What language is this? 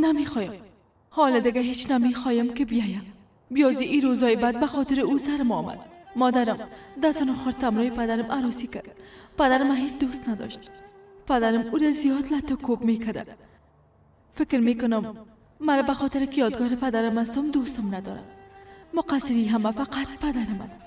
Persian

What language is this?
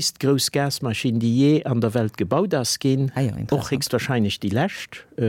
Luxembourgish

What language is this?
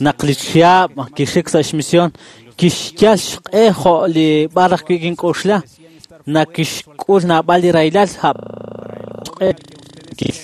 Kekchí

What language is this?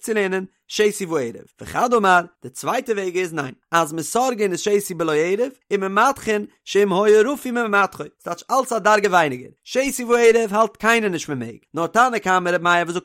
Yiddish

